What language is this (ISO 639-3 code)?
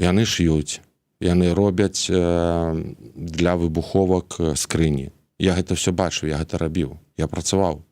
bel